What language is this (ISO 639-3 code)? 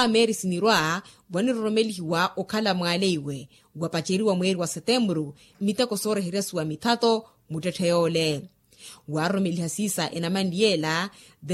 vmw